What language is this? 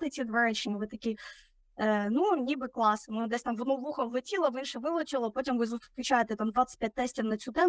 Ukrainian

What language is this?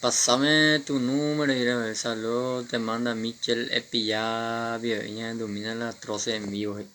Guarani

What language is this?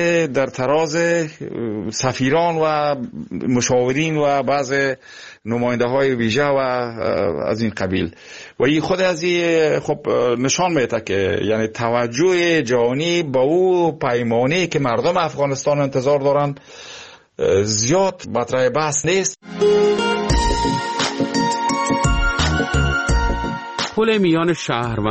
Persian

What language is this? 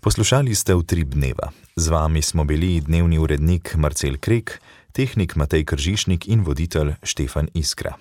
Slovenian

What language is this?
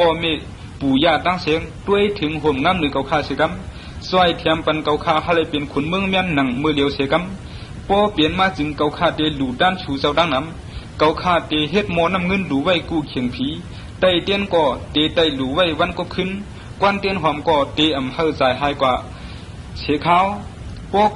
Shan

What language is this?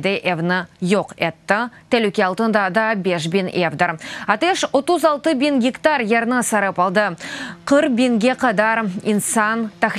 Crimean Tatar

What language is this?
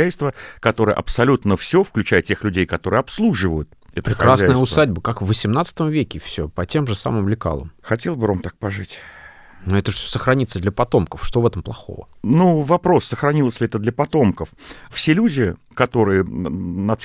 Russian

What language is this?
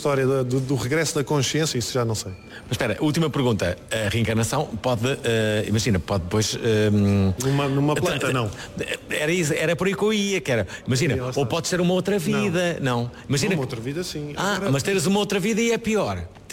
Portuguese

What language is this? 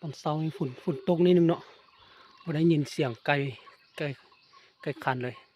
Lao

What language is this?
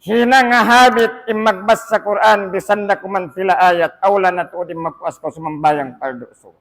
Tausug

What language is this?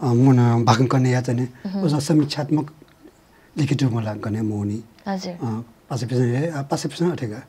Newari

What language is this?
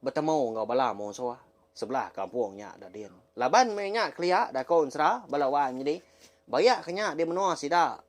Iban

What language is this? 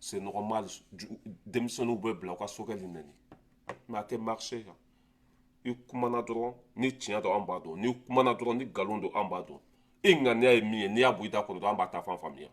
Bambara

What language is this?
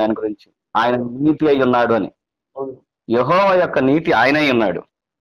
Telugu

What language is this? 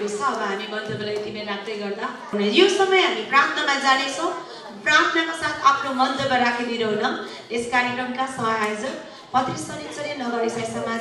Nepali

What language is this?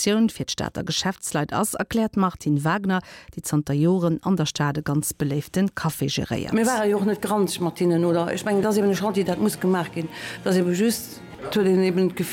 Luxembourgish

